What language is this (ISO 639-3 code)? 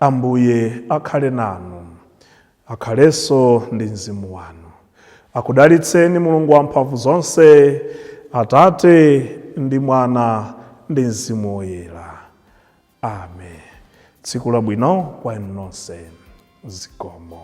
nya